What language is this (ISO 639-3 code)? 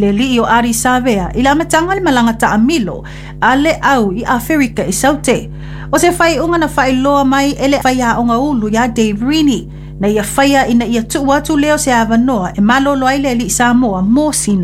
smo